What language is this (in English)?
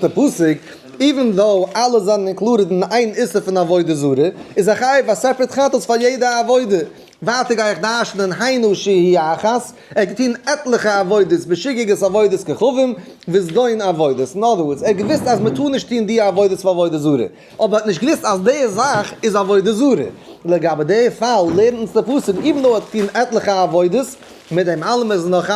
Yiddish